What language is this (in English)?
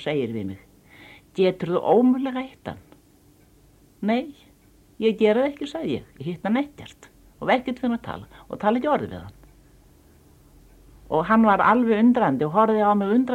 Icelandic